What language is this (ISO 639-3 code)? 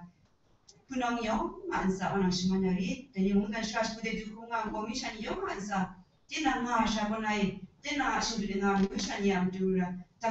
kac